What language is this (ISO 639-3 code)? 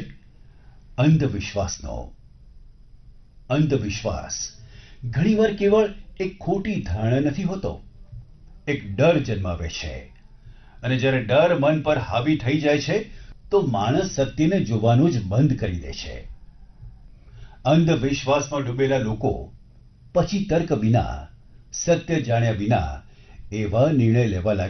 guj